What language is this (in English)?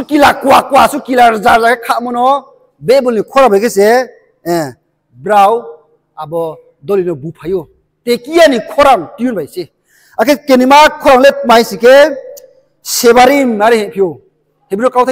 Riang (India)